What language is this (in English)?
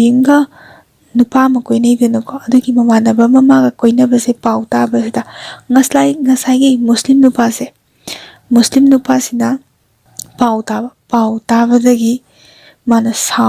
Manipuri